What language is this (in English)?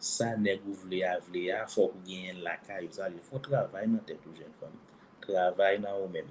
Haitian Creole